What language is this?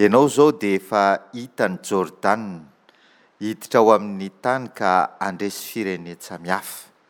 Malagasy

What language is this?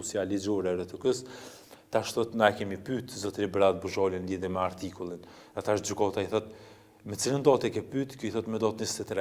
Albanian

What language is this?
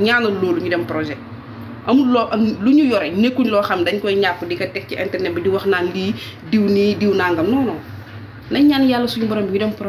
Wolof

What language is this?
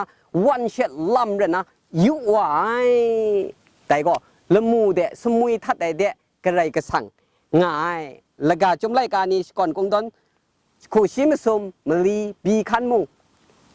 Kachin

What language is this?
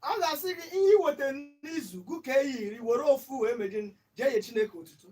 Igbo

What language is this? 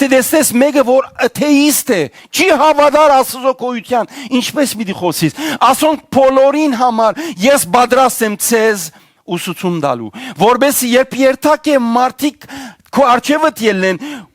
Western Armenian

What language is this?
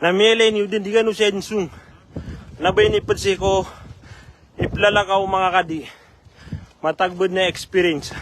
Maranao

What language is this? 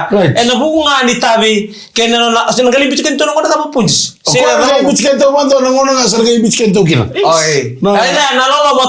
Fijian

